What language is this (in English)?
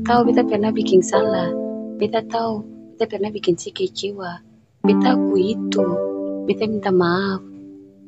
Ambonese Malay